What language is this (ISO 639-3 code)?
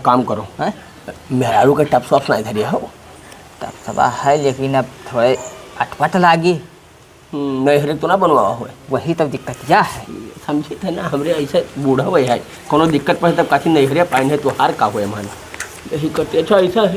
awa